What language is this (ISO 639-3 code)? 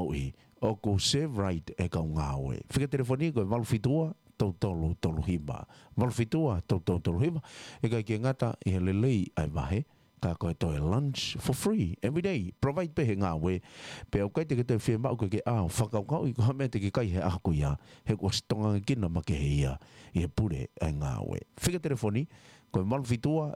ton